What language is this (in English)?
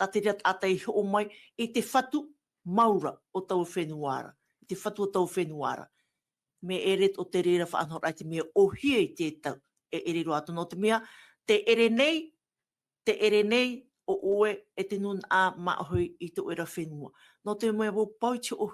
Tahitian